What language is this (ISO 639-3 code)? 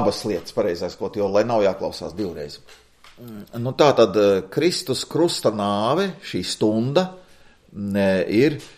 lav